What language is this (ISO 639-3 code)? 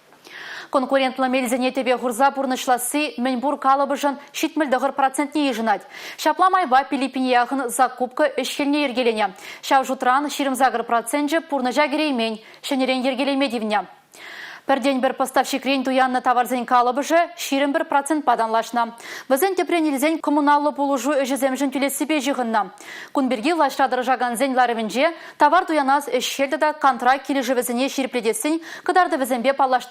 chv